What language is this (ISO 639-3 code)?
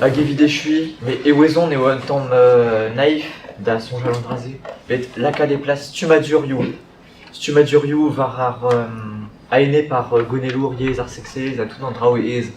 bre